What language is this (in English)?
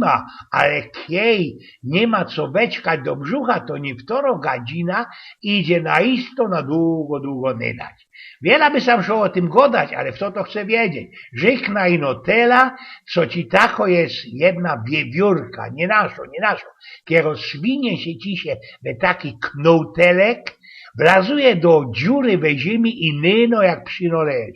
Silesian